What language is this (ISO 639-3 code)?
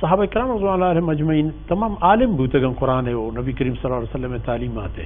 bal